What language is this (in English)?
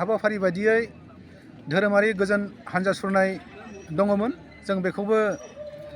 Bodo